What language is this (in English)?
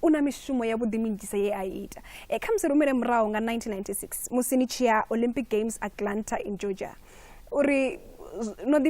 Venda